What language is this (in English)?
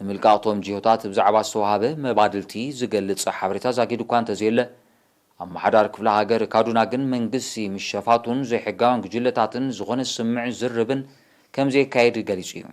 Tigrinya